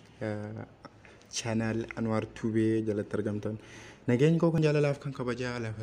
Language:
Oromo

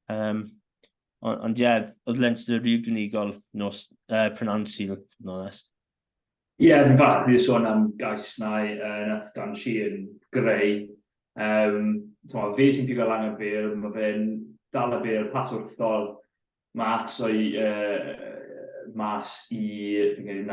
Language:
Welsh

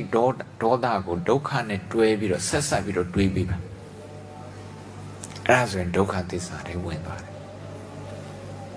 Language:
Burmese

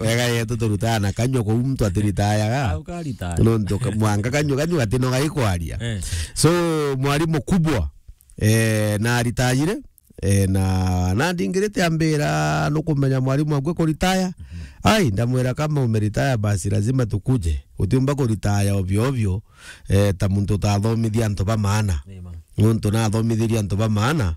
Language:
Meru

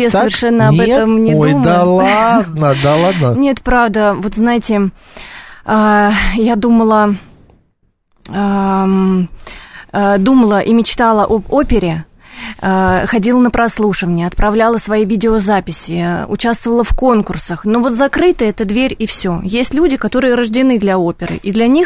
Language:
Russian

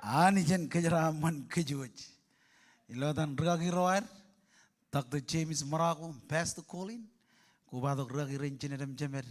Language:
Marshallese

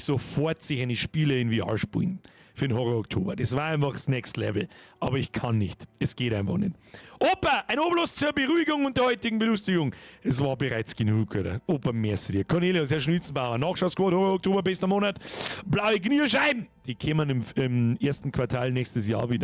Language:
Bavarian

